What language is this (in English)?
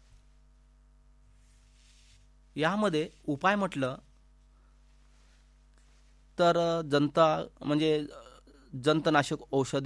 Marathi